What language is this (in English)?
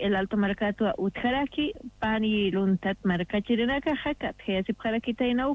Aymara